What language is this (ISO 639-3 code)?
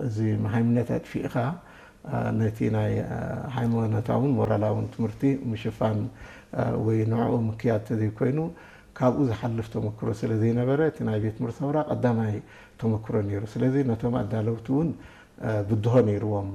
tir